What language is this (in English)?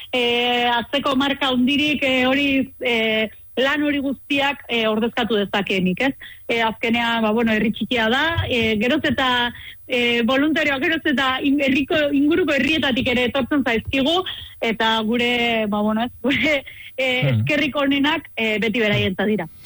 Basque